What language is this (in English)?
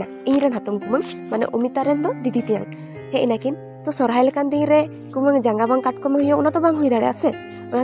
Santali